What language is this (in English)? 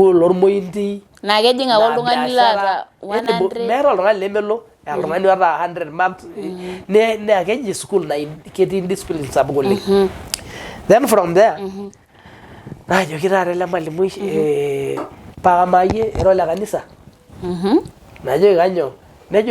Masai